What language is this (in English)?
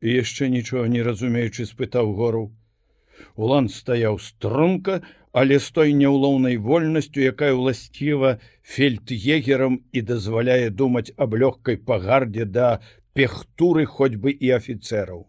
Belarusian